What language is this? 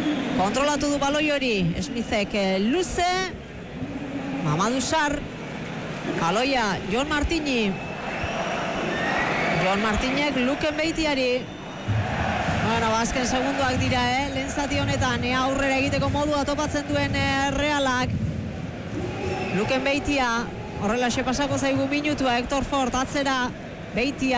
Basque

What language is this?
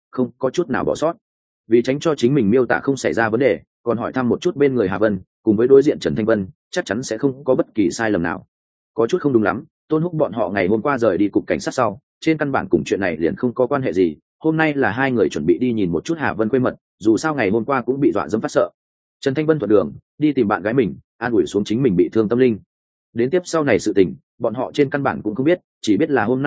Vietnamese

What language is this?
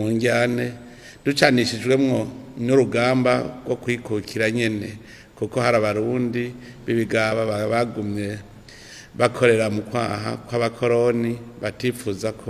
Rundi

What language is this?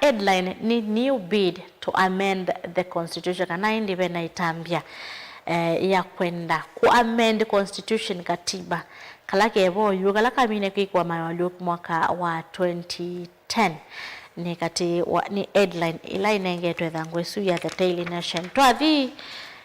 Kamba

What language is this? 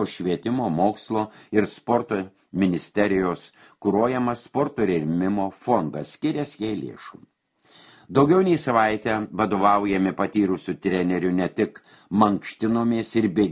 Lithuanian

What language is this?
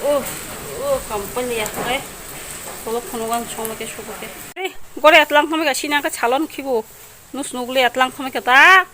Kok Borok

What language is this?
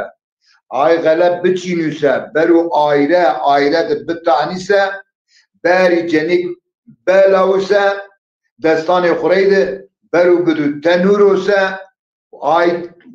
Zaza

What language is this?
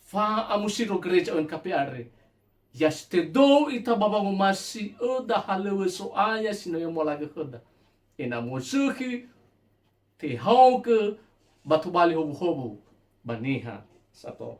Nias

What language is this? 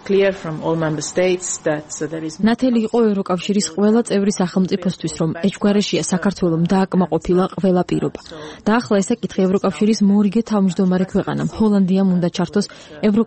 Georgian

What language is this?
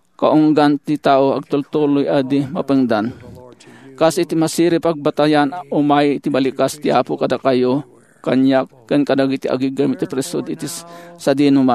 Iloko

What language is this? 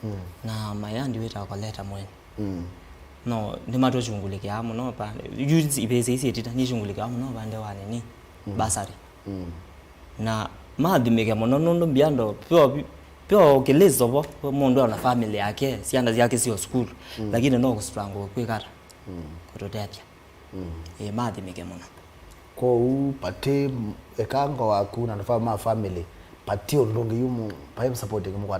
Kamba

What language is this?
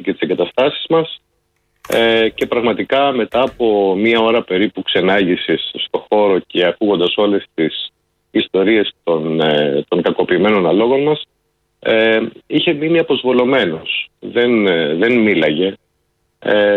Greek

